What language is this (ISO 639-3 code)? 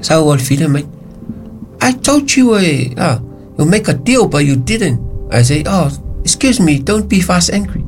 smo